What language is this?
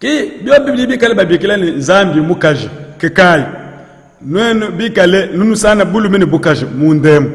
Luba-Lulua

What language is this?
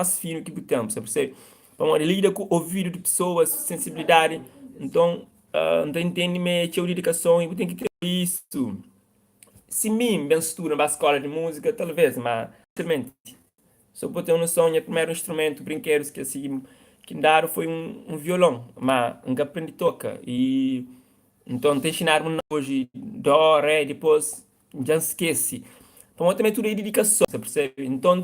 Kabuverdianu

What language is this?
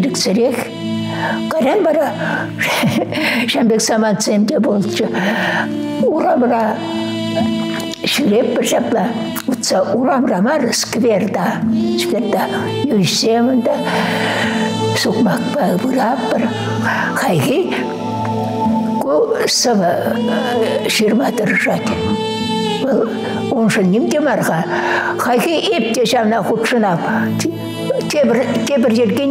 Chuvash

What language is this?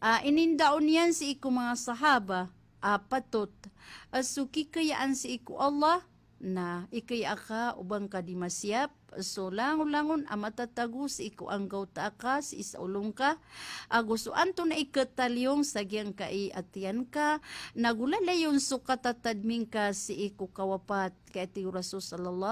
Maranao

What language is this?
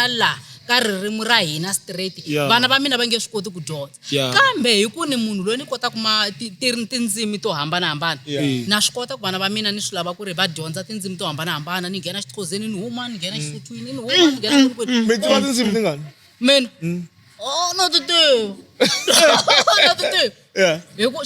Tsonga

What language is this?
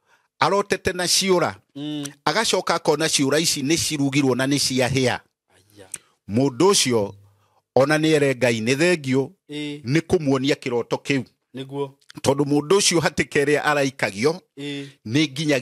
Kikuyu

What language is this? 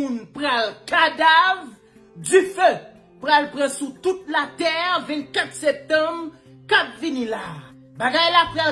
Haitian Creole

